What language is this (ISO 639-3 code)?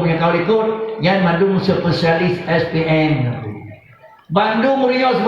ace